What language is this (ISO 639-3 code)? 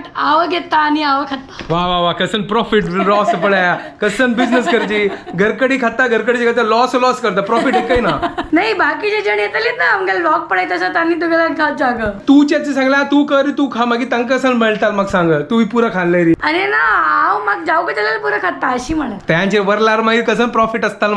kok